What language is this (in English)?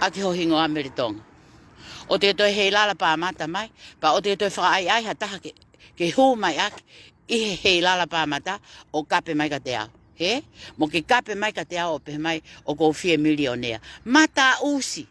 Tongan